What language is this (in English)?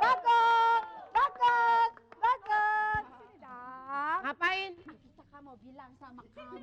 Betawi